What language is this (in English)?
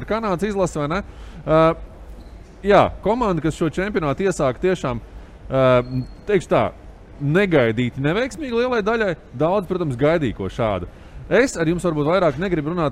Latvian